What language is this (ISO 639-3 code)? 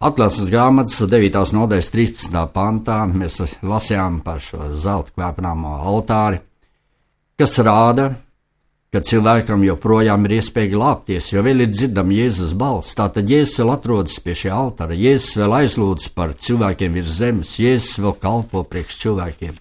lav